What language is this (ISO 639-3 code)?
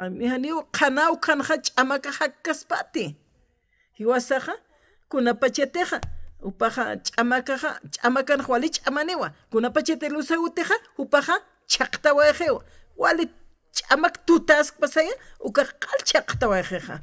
aym